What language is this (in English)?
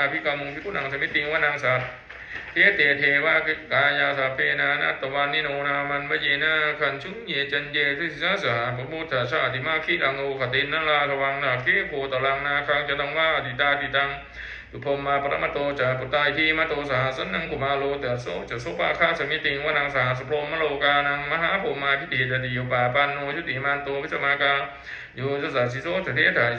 Pali